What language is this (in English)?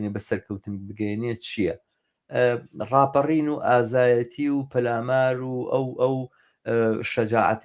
Central Kurdish